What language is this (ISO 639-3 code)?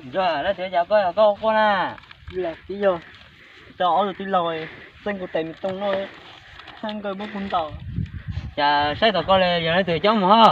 hmn